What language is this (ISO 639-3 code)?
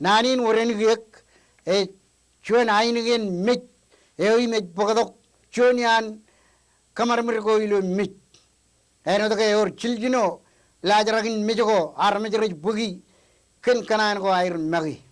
mah